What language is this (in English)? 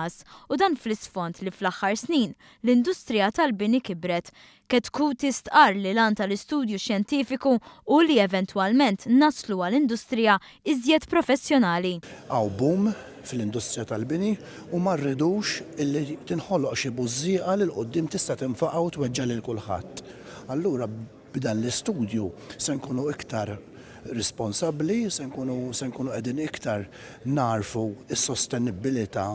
Maltese